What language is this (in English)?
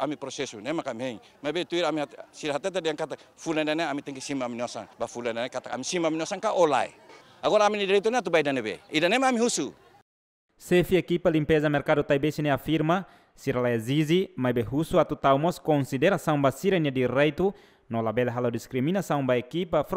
Tetum